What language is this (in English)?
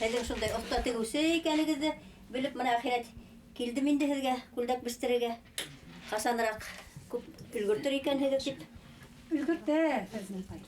Bashkir